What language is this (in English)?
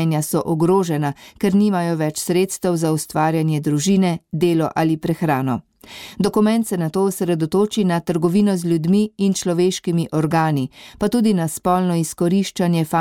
Slovenian